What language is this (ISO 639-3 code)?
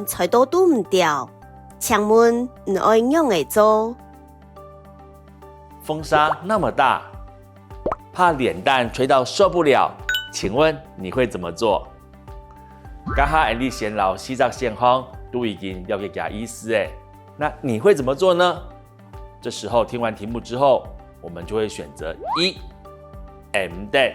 hak